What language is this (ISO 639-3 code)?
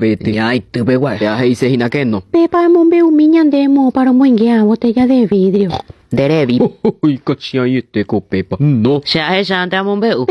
grn